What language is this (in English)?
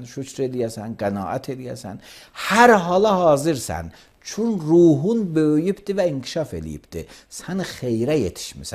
Azerbaijani